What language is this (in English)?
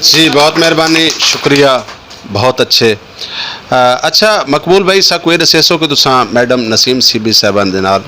Saraiki